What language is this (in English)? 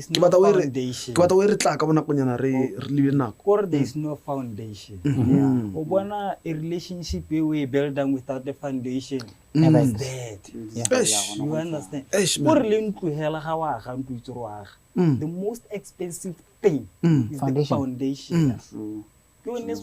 Tswana